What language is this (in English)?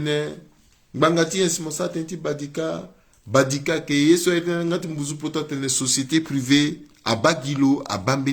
Sango